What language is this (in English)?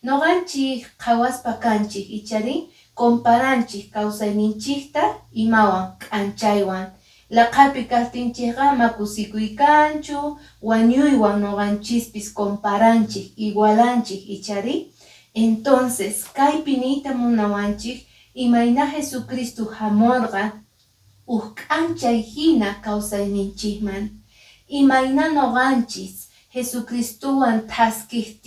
Quechua